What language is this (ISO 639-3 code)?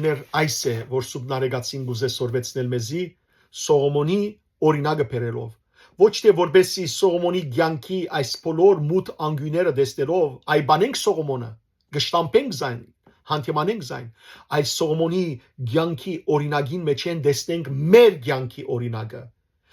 hyw